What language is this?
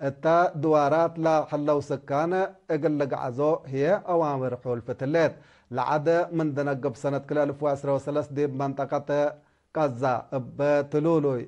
Tigre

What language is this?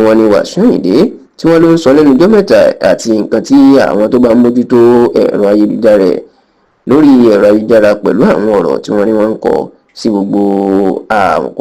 Yoruba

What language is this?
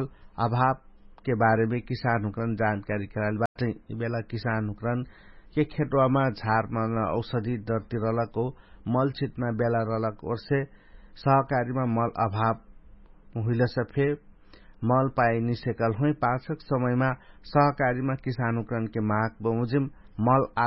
Dangaura Tharu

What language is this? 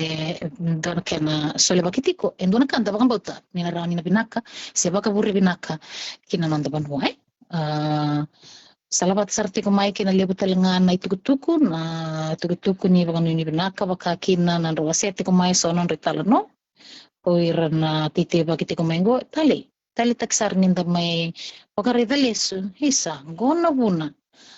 Fijian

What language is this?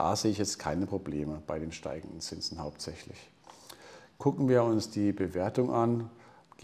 German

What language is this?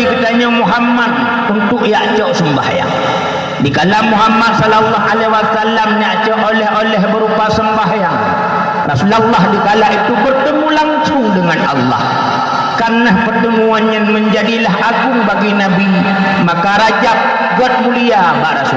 Achinese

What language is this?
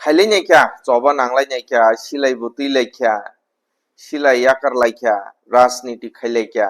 Kok Borok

